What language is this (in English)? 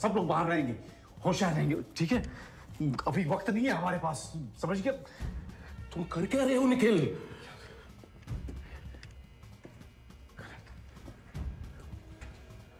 Hindi